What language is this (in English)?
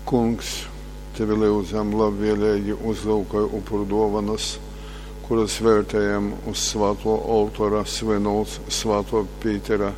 Latgalian